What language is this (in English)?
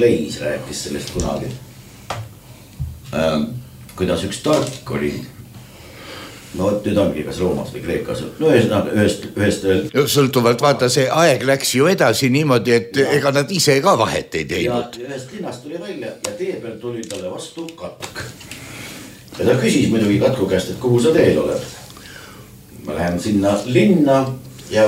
Estonian